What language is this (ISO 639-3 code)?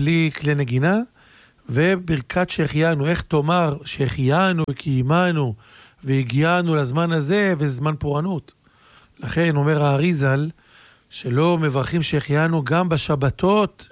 heb